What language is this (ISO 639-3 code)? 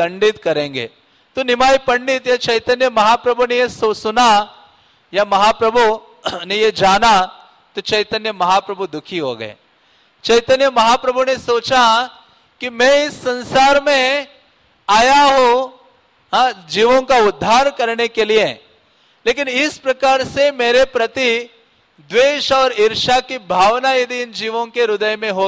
hin